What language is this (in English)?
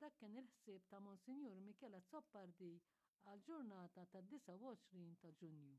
Maltese